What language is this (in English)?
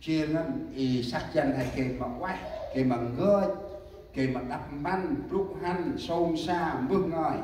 Central Mnong